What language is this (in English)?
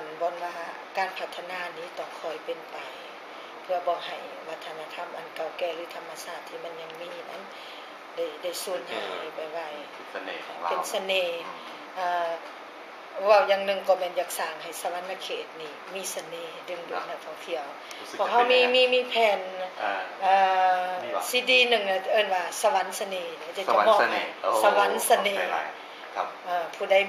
Lao